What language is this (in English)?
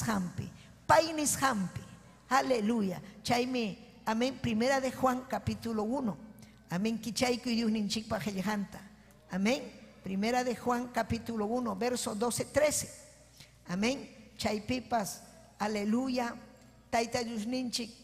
Ayacucho Quechua